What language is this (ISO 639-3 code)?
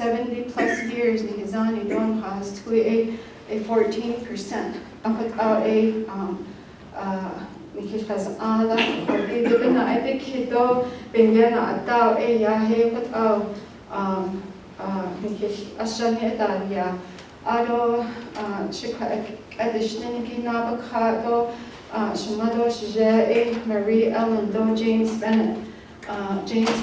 nav